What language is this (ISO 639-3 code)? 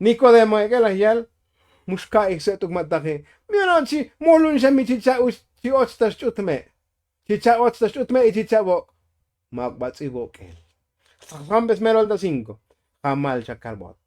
tzo